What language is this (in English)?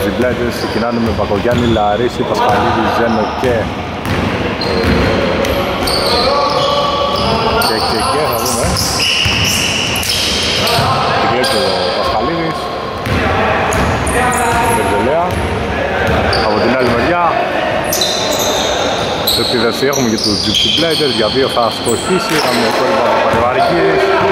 Greek